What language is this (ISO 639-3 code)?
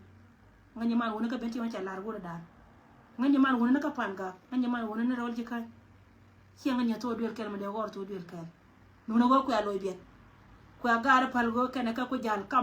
nus